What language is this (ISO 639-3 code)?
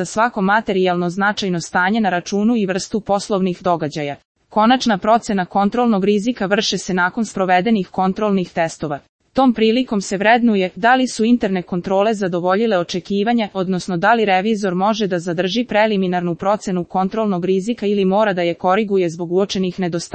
srp